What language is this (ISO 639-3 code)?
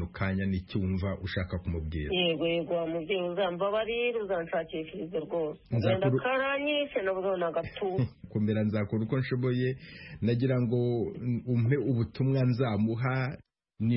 kin